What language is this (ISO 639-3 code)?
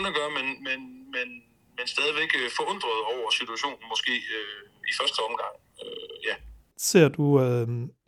dan